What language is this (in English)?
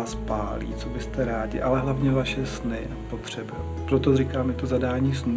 Czech